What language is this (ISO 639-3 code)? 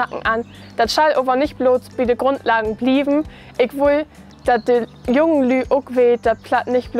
nds